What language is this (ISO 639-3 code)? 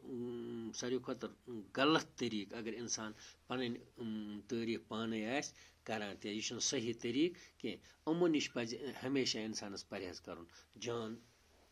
kas